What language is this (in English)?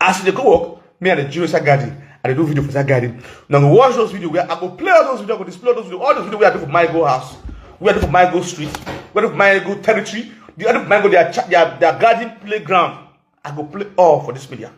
Nigerian Pidgin